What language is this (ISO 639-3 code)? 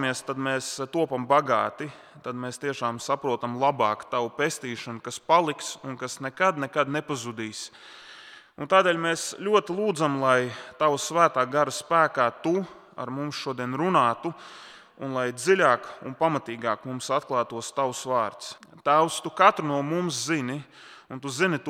lav